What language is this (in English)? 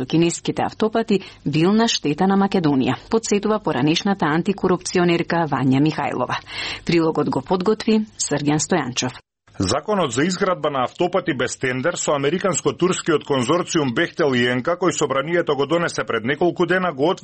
Macedonian